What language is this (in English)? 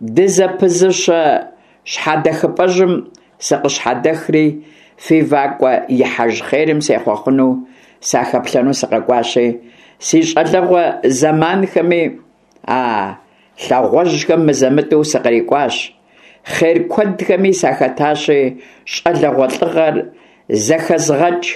Kabardian